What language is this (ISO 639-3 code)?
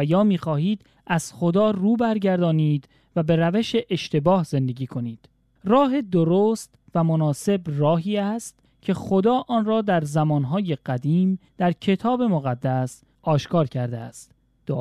fas